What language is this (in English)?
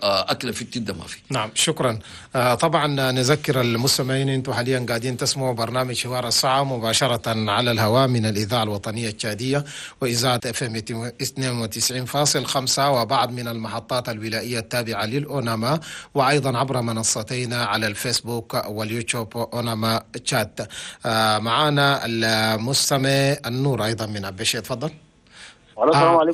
Chadian Arabic